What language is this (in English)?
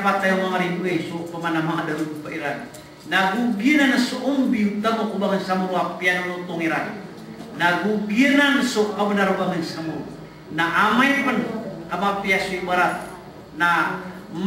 Maranao